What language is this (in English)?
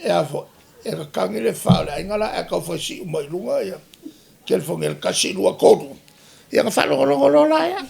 Samoan